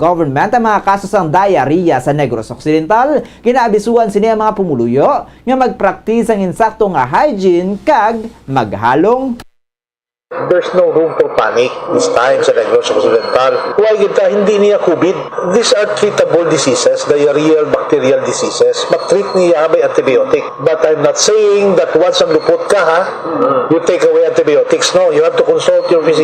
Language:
Hiligaynon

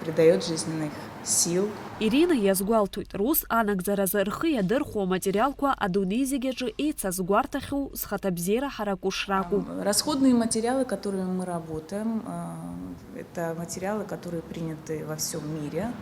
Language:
Abkhazian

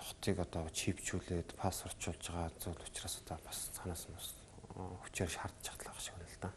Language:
Mongolian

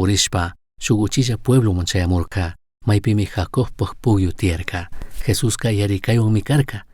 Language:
Chimborazo Highland Quichua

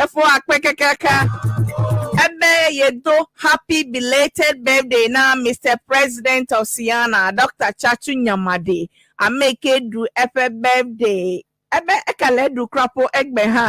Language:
Ewe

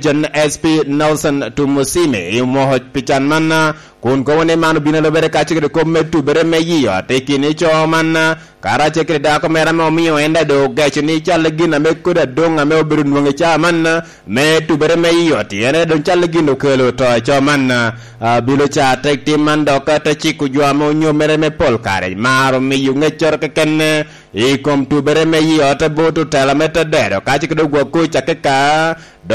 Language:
Lango (Uganda)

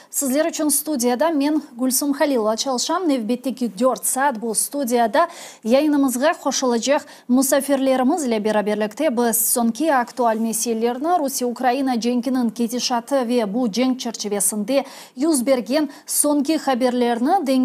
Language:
Crimean Tatar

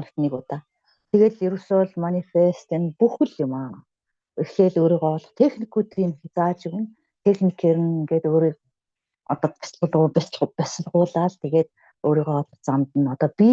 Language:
Mongolian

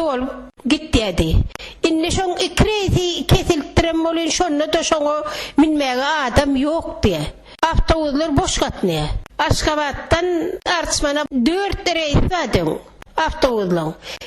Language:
Turkmen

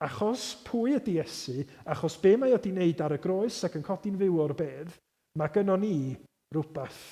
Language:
Welsh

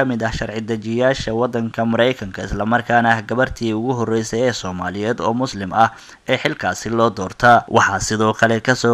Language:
Somali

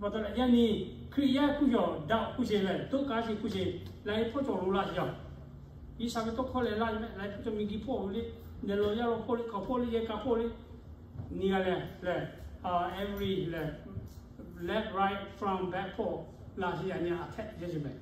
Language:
Lahu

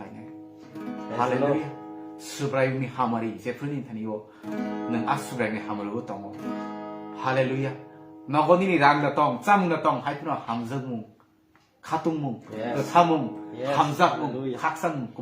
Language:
Kok Borok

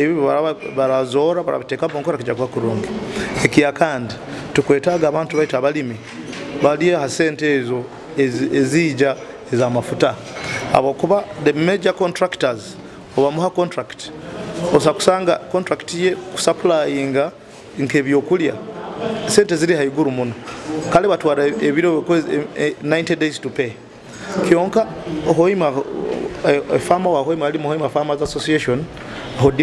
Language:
Nyoro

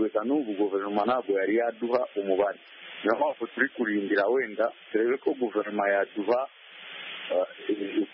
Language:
Kinyarwanda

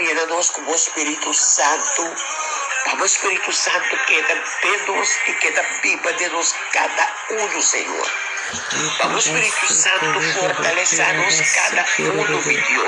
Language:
Papiamento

